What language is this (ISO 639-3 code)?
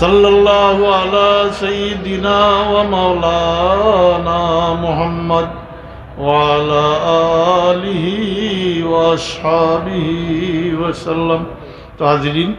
syl